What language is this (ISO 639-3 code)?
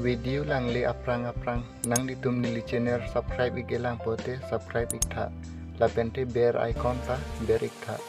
mjw